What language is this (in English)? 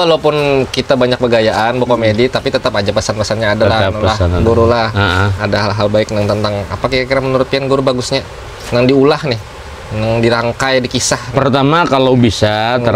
Banjar